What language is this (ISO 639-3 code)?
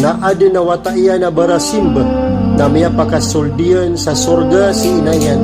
mrw